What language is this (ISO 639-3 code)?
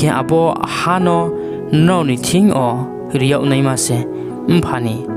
ria